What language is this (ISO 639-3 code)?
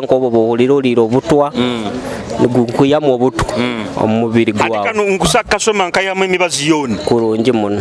nyo